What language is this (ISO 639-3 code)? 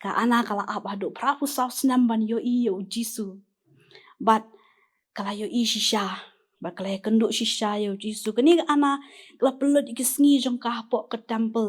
kha